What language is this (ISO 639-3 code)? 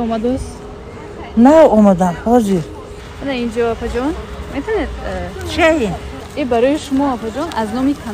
tgk